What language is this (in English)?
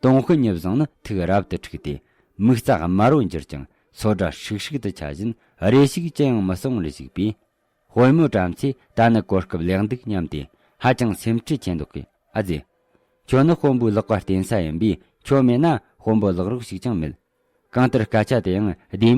Tibetan